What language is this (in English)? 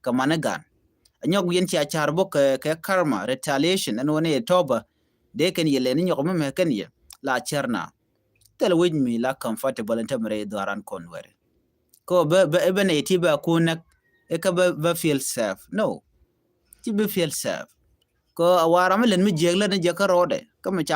Nuer